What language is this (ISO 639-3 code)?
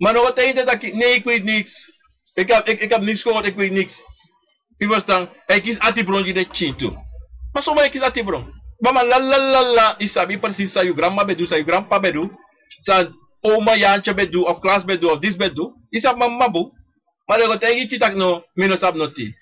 srn